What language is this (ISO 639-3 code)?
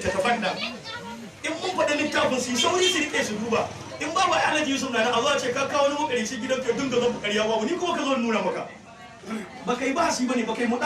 hau